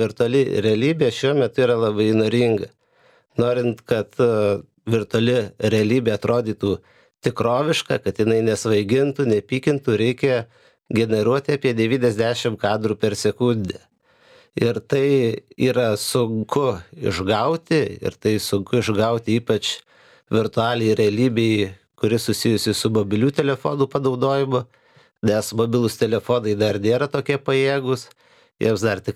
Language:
Lithuanian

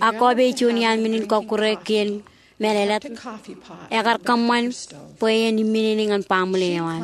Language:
Marshallese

